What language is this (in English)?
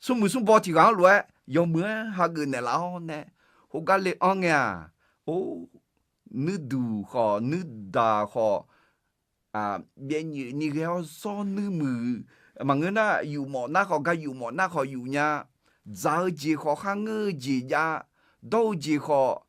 Akha